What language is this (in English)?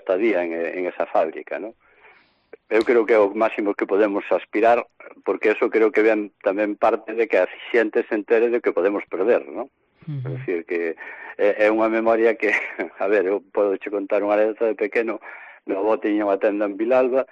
Galician